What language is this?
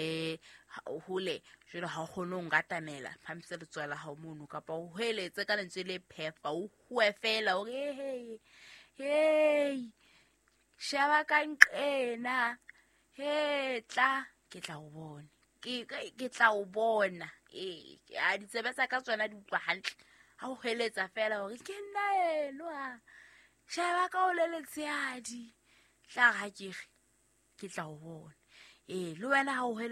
Southern Sotho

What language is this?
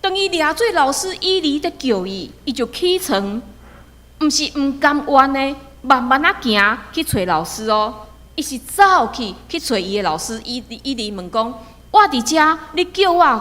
Min Nan Chinese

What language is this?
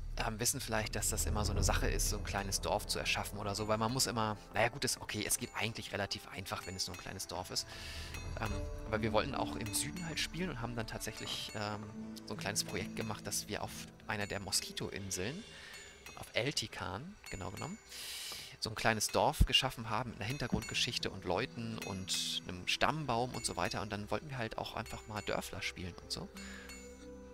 German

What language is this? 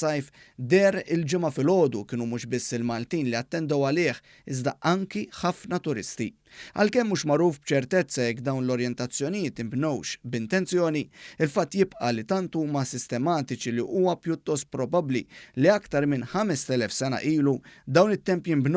Maltese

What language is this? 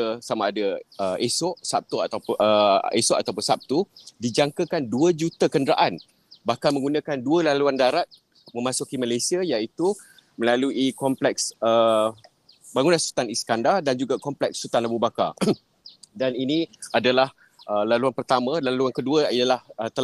Malay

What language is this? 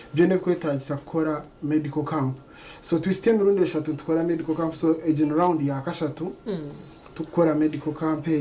Nyankole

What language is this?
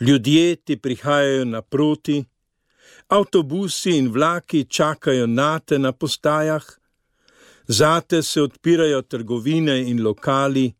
Slovenian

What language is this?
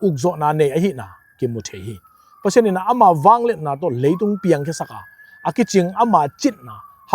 Tedim Chin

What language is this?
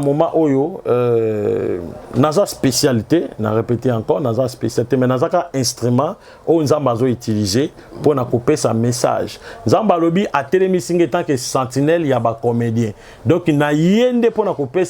Lingala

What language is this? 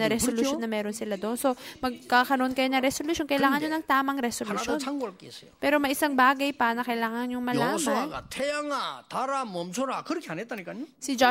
Filipino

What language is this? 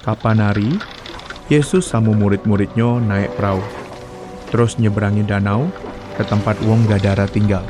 Musi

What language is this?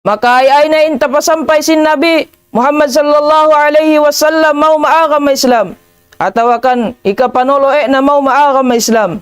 Tausug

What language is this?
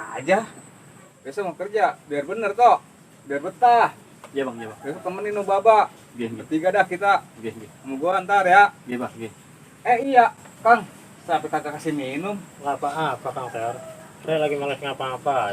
Betawi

